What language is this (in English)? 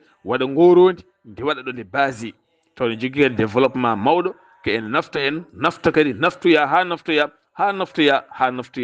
Fula